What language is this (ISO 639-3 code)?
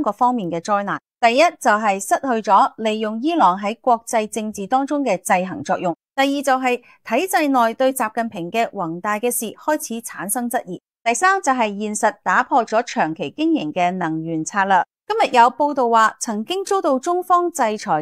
yue